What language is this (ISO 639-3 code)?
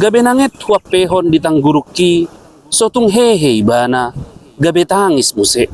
bbc